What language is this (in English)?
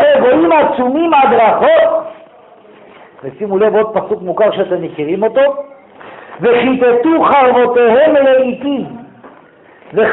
Hebrew